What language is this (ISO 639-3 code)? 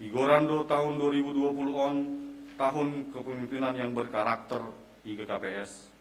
bts